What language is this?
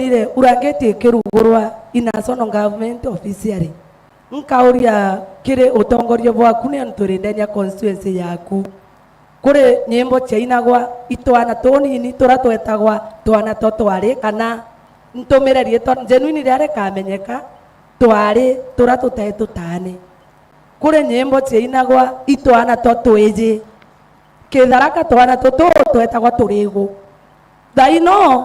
Meru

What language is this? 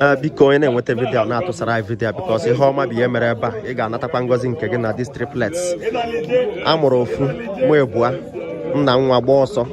Igbo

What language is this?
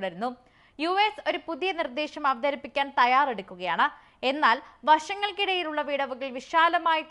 Malayalam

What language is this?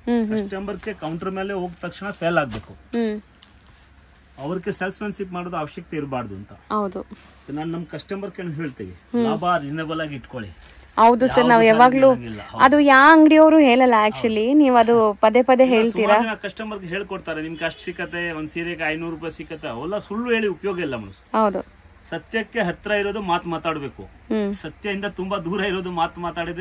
Kannada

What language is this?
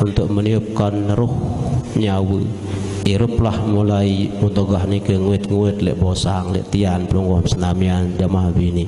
Sasak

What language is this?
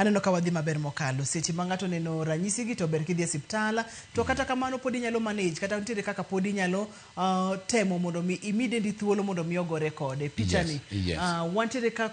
Luo (Kenya and Tanzania)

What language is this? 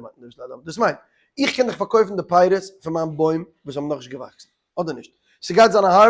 Yiddish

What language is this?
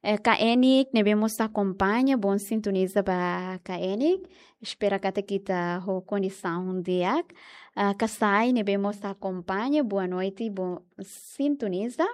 Tetum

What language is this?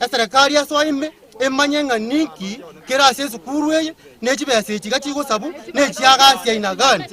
Gusii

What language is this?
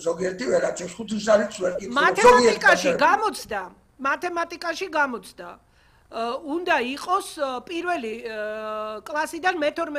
Georgian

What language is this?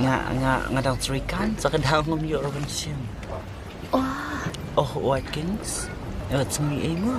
Khasi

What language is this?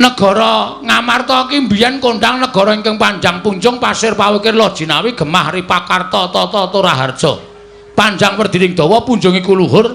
Javanese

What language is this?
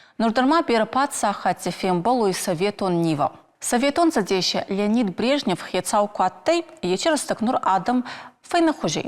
Ossetic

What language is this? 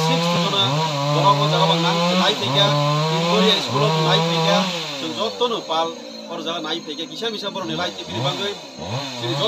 Kok Borok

